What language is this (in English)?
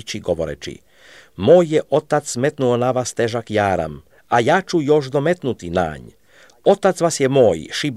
Serbian